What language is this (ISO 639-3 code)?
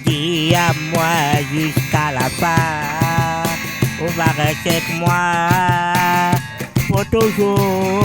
rcf